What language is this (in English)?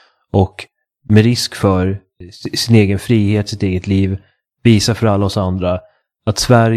Swedish